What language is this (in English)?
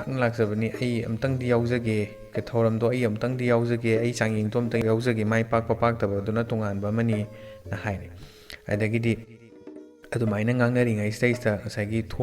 Manipuri